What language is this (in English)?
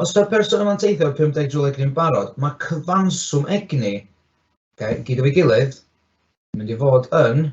Welsh